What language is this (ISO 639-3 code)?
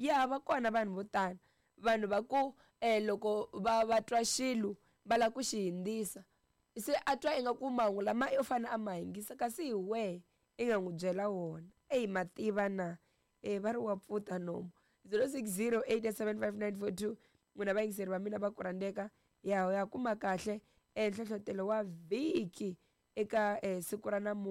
tso